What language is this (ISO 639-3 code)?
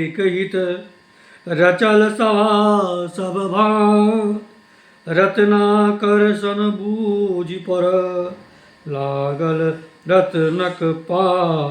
mai